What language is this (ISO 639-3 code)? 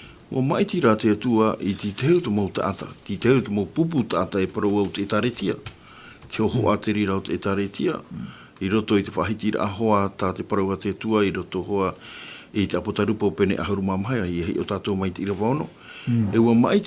tah